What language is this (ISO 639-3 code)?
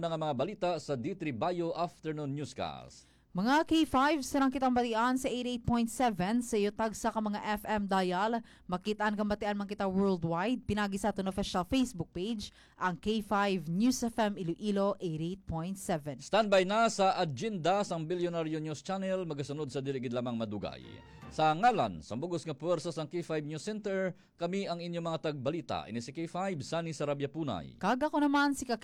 hil